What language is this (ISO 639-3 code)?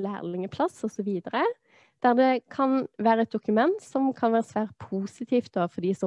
nor